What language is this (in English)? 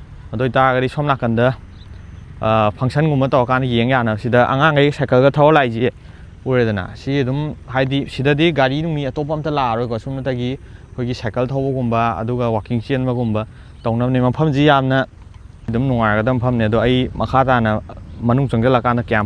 Manipuri